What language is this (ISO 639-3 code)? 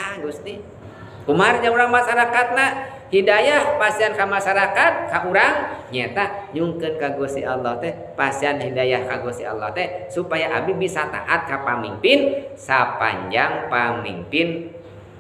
sun